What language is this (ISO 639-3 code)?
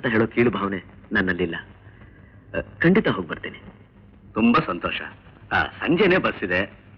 kan